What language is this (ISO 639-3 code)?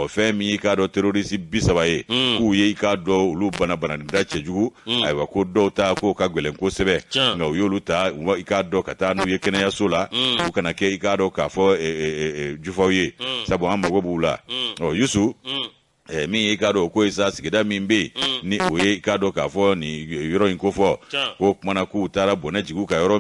bam